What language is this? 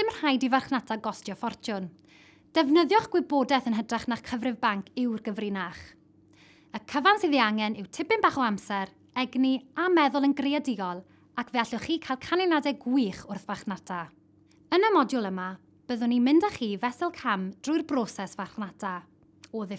Welsh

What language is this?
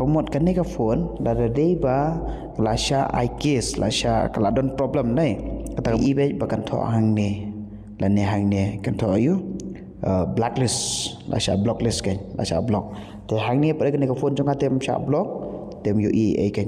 Khasi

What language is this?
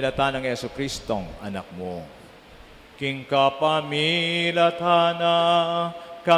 Pampanga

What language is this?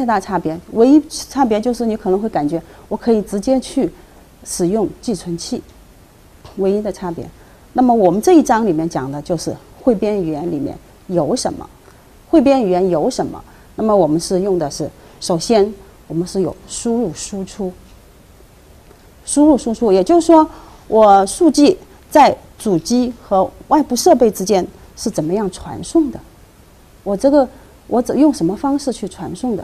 Chinese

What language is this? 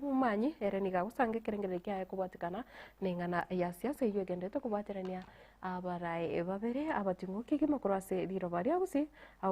Gusii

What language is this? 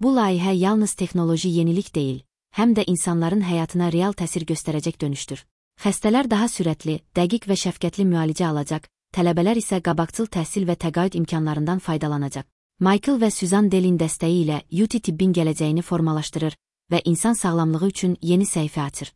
Azerbaijani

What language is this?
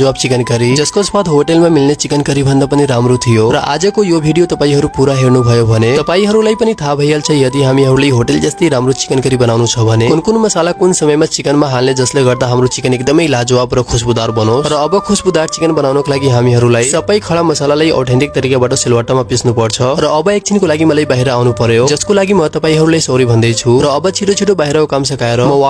Nepali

